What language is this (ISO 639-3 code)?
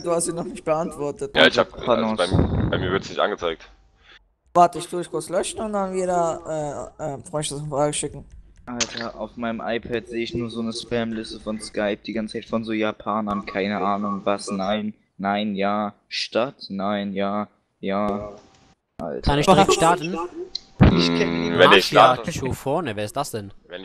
deu